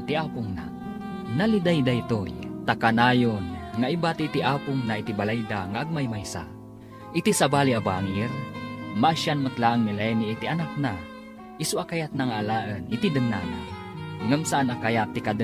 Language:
Iloko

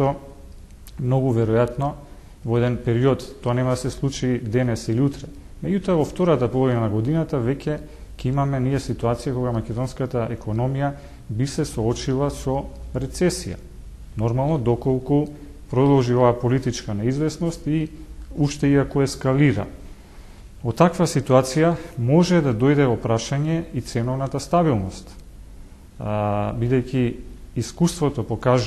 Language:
Macedonian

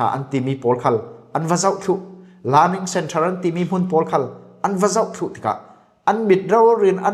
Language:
Falam Chin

